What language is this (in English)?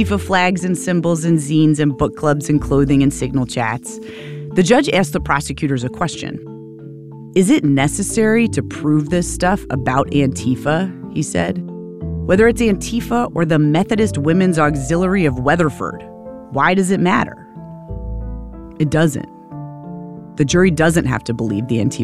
English